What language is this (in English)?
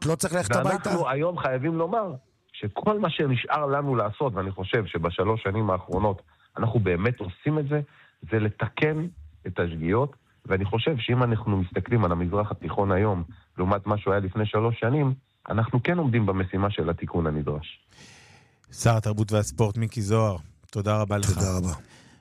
Hebrew